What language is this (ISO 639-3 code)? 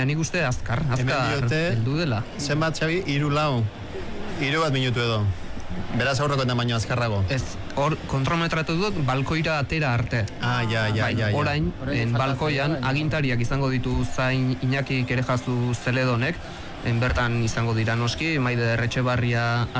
eus